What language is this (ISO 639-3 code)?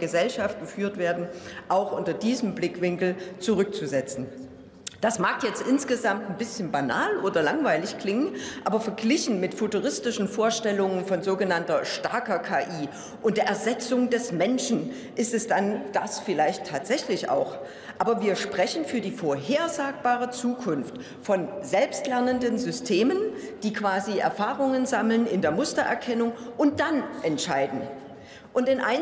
deu